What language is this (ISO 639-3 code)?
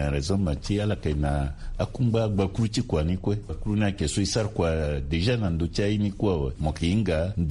sag